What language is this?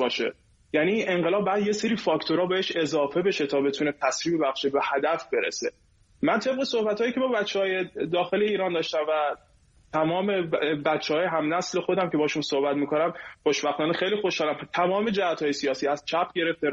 Persian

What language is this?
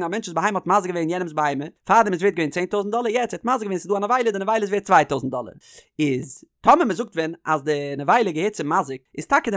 Yiddish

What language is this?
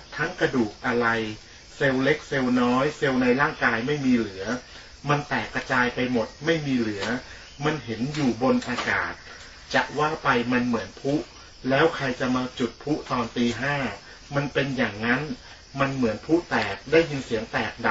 Thai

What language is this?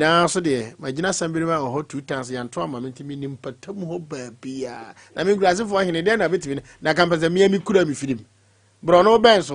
Akan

